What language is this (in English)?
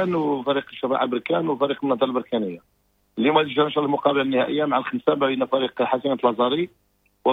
Moroccan Arabic